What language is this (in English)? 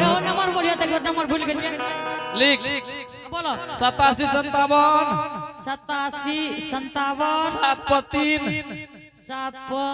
Angika